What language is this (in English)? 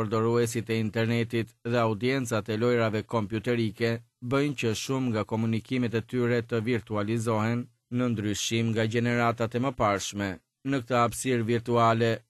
Albanian